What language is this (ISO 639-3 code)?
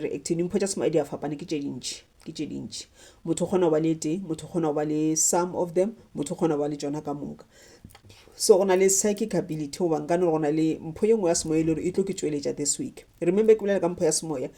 nso